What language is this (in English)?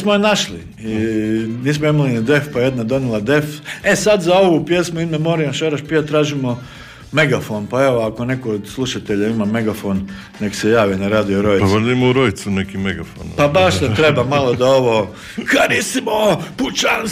Croatian